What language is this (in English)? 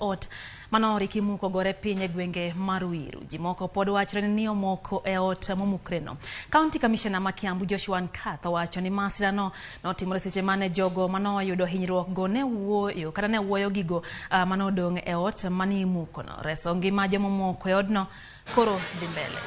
Luo (Kenya and Tanzania)